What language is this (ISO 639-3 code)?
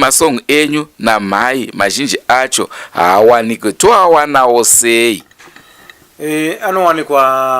sna